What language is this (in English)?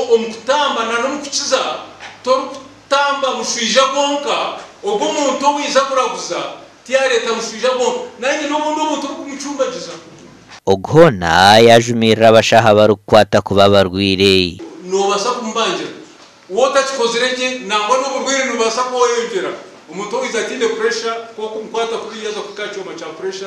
Nyankole